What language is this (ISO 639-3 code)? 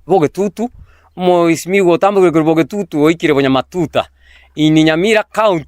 guz